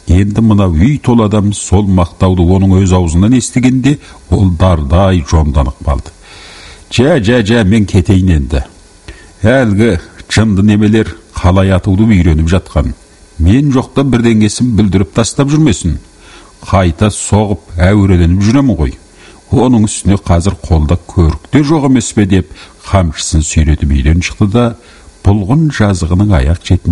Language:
Kazakh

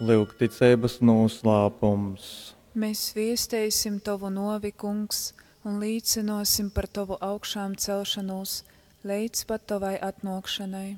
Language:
Latgalian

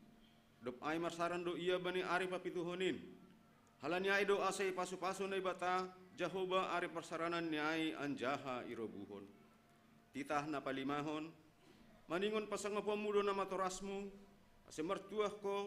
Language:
Batak Simalungun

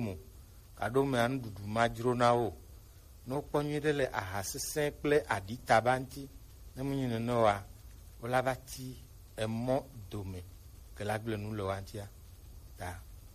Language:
Gen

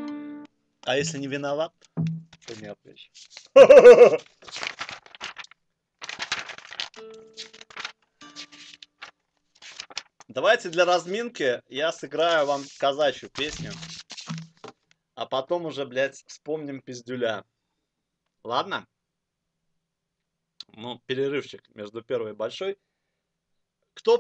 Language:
Russian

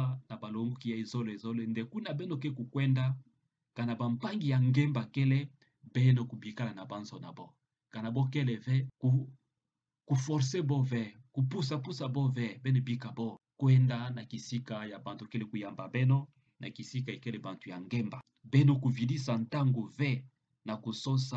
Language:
Kituba (Democratic Republic of Congo)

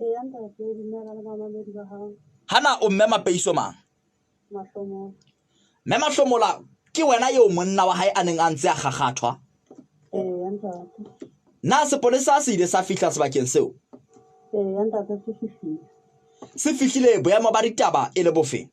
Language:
Southern Sotho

